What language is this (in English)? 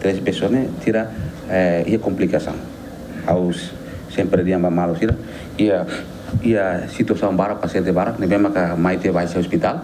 Tetum